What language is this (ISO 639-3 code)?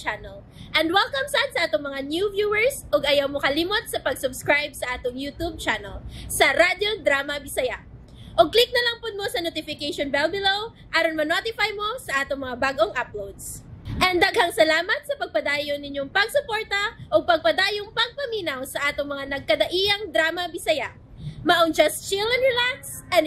ceb